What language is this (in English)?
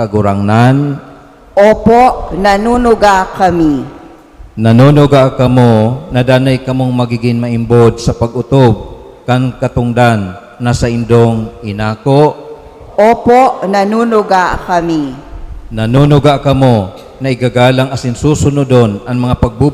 Bikol